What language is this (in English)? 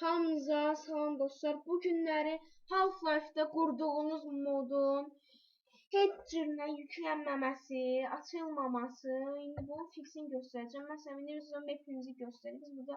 Azerbaijani